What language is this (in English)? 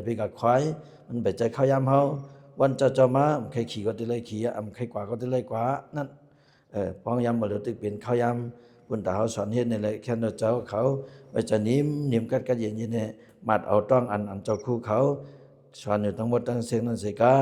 Shan